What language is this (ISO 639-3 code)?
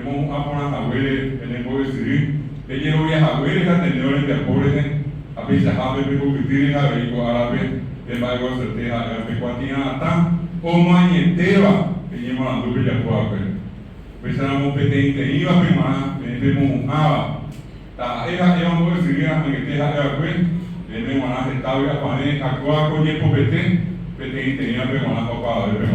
grn